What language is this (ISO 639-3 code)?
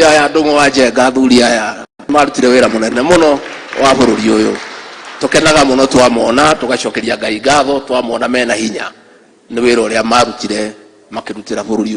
kik